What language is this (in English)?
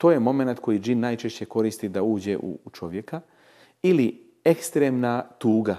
Bosnian